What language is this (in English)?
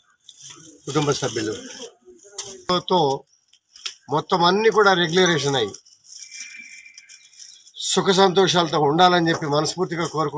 Telugu